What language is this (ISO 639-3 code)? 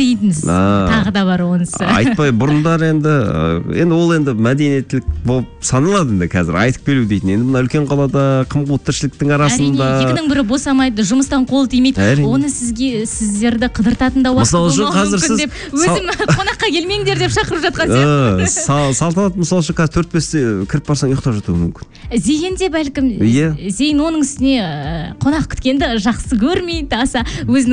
kaz